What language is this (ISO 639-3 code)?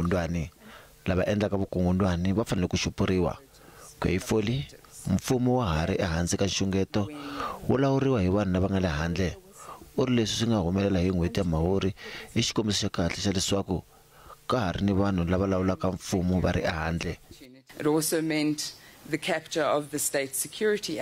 tso